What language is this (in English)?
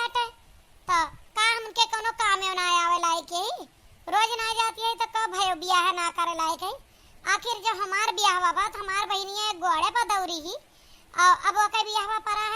Awadhi